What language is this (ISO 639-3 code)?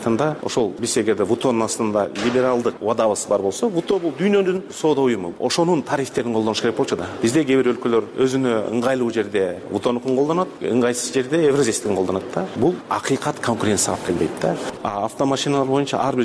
kir